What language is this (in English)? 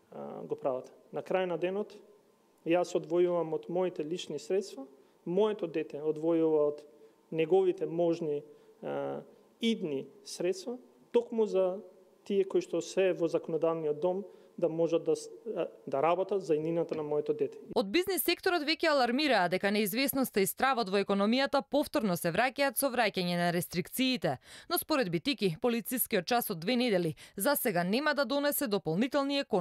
Macedonian